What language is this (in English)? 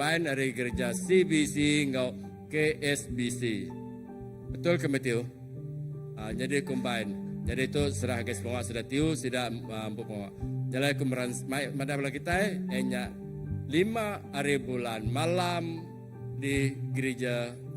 Iban